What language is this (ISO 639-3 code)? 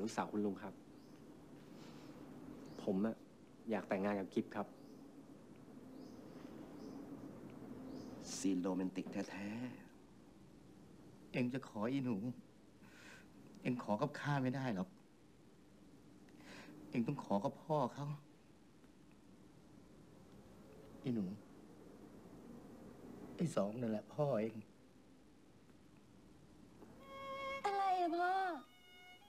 tha